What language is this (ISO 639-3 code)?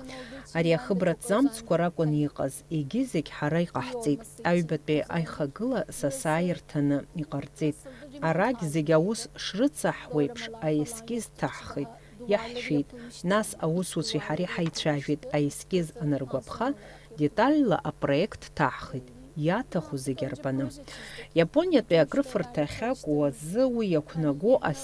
abk